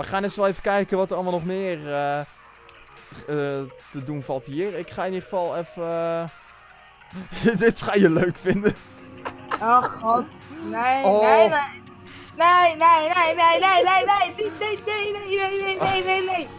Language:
Dutch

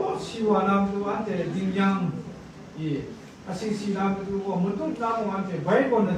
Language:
Kachin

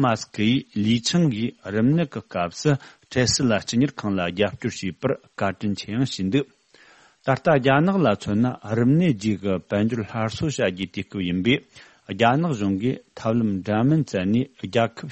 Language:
Tibetan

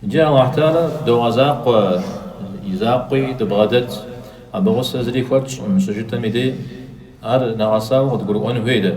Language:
Kabardian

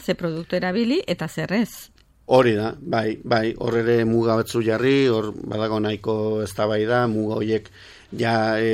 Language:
Basque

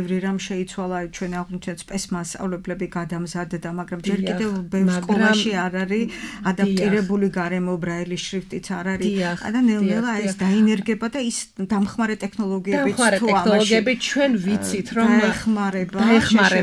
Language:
Georgian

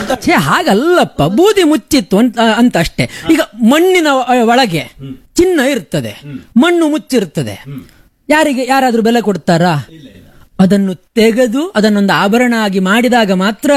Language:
Kannada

